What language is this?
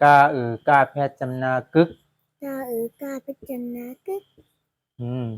Shan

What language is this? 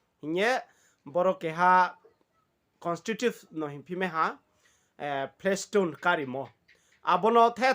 Riang (India)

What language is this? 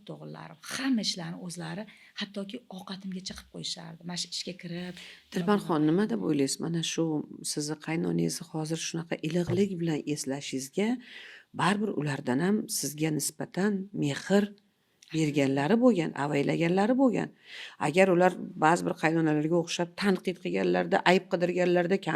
Uzbek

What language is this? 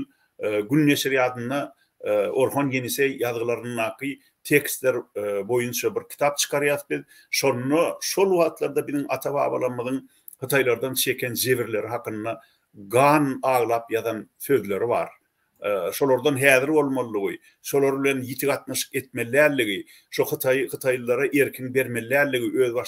Turkmen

